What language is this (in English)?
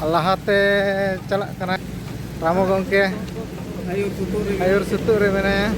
Santali